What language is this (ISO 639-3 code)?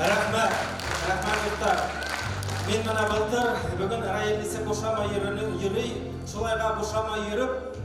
bak